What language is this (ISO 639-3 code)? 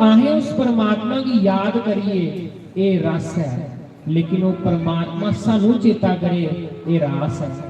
doi